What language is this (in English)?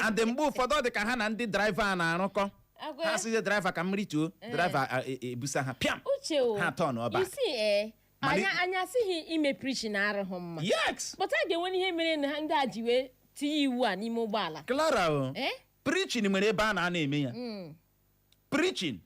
Igbo